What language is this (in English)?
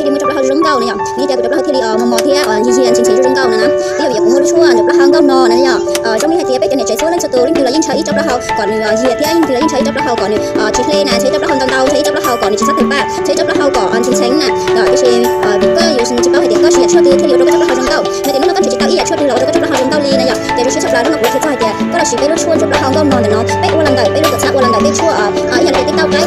Hmong